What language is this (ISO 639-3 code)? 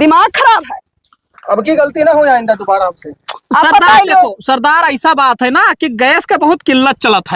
awa